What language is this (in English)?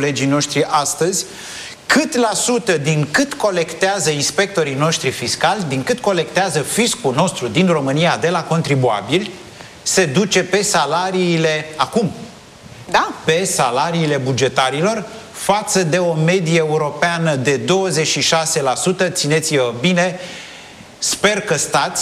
Romanian